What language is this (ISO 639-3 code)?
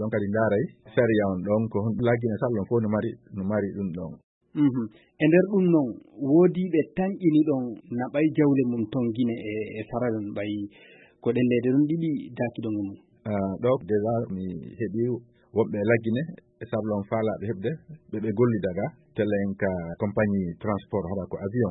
ful